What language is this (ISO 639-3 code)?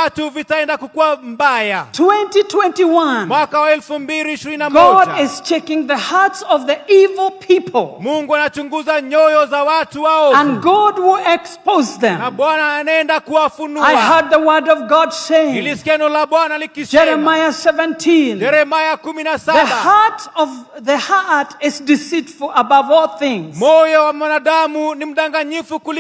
swa